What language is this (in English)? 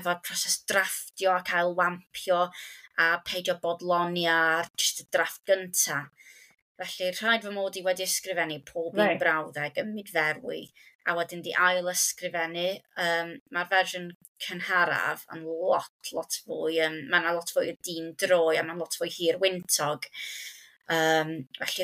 Welsh